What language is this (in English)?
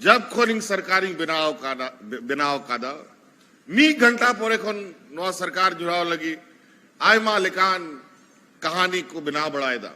Santali